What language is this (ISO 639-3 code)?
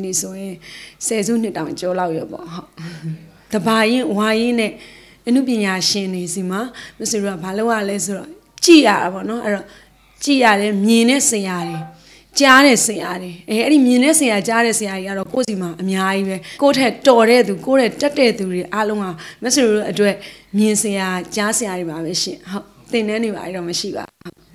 mya